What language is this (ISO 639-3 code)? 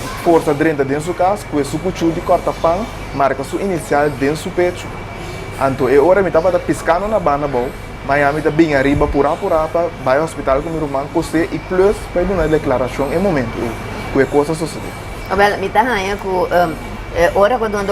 pap